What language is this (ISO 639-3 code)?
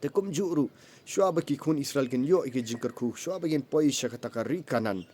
kha